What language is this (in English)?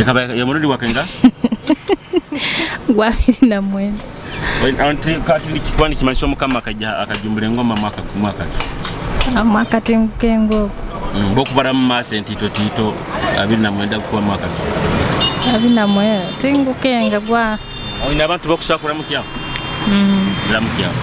Nyoro